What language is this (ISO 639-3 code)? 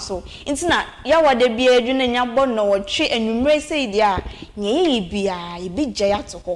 aka